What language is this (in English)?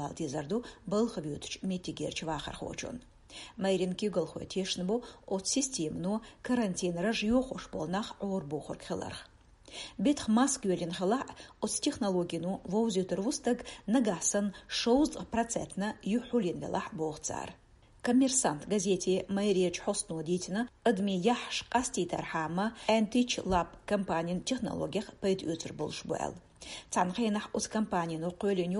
Chechen